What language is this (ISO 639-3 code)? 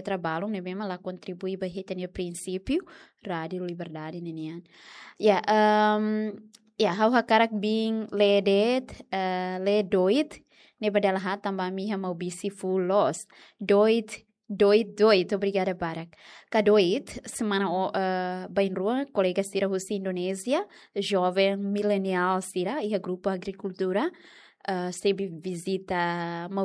tet